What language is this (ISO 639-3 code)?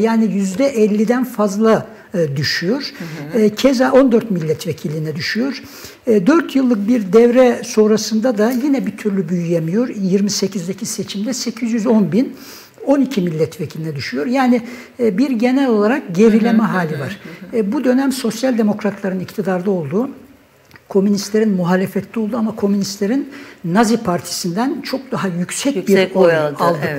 tur